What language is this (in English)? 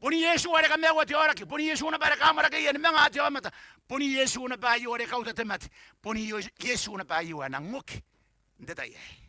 Gilbertese